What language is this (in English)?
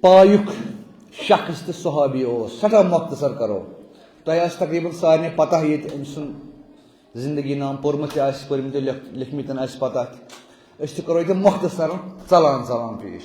Kashmiri